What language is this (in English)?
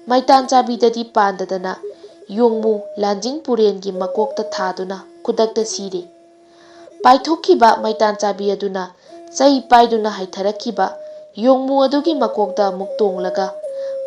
Manipuri